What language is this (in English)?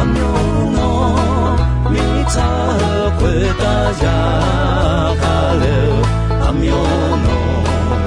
Akha